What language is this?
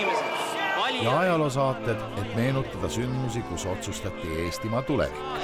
Estonian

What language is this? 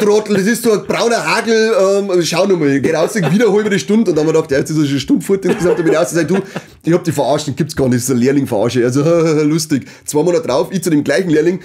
Bavarian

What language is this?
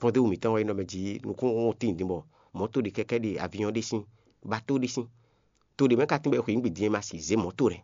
Fon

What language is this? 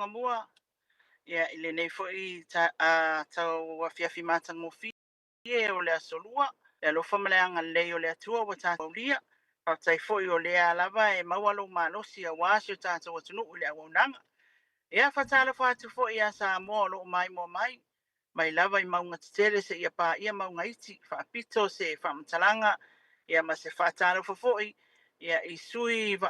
Samoan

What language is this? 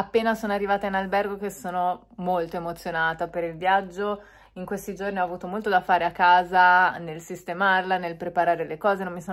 Italian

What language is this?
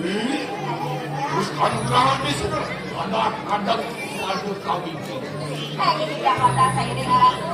Balinese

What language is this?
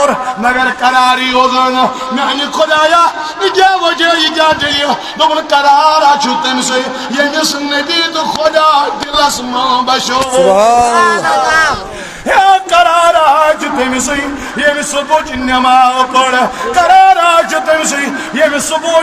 Kashmiri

